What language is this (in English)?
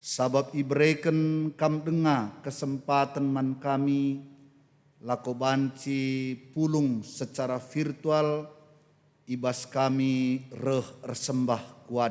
Batak Karo